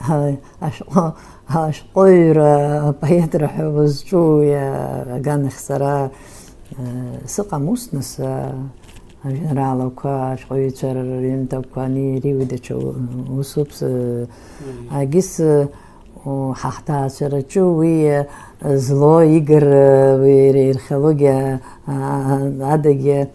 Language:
Abkhazian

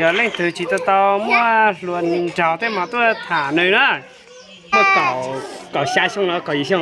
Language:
Hmong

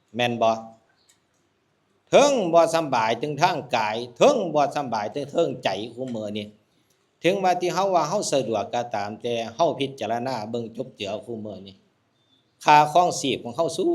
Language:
Northeastern Thai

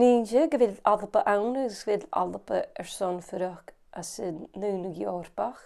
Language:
Scottish Gaelic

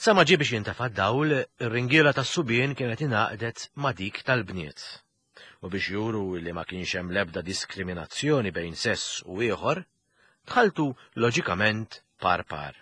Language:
Maltese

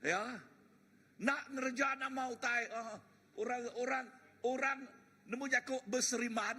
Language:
Iban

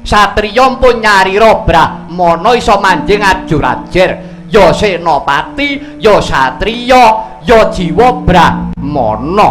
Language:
Javanese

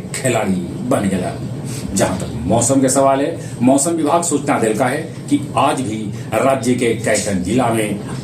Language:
Magahi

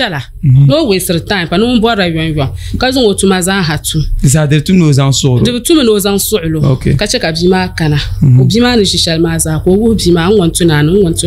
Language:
Dagbani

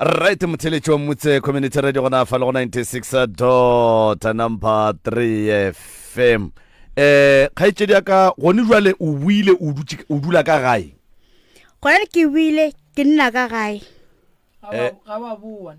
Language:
Northern Sotho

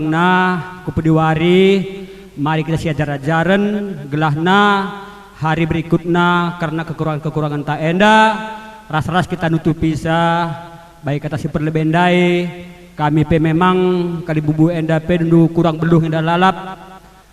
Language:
Batak Karo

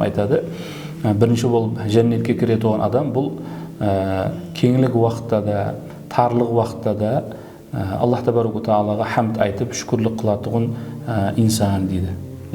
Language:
Kara-Kalpak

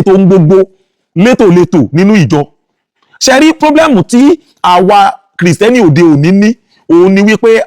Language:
Yoruba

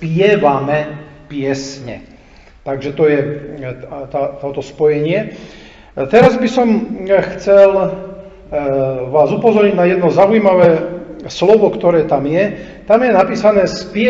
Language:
Slovak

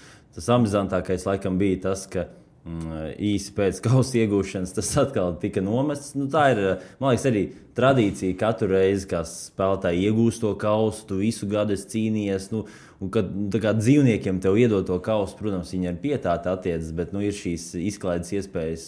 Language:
Latvian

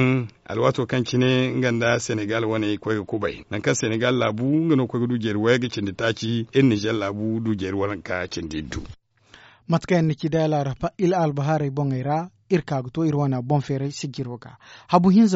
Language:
Zarma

